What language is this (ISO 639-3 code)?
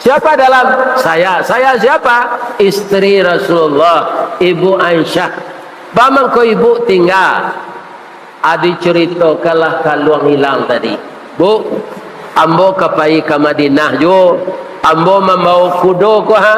min